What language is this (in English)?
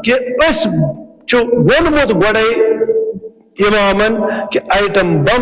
Kashmiri